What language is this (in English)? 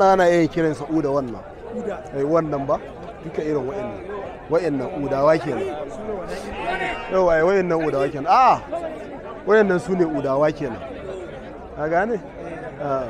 Hausa